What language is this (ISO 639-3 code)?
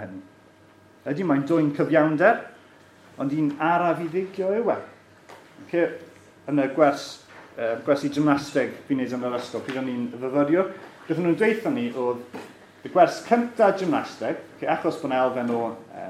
cym